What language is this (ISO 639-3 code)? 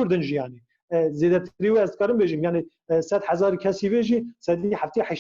kur